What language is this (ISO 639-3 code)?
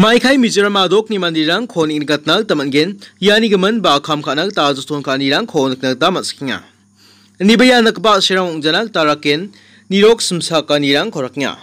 grt